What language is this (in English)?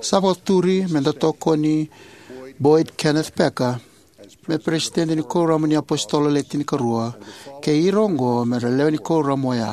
Fijian